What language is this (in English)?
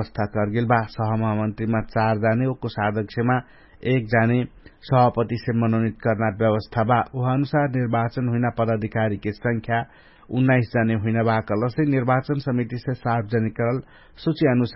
Dangaura Tharu